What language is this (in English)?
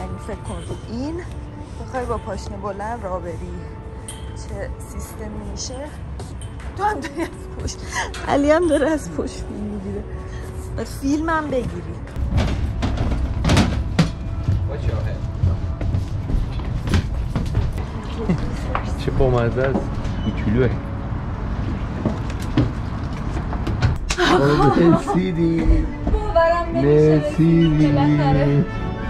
Persian